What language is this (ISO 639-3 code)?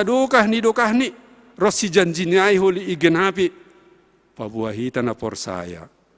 bts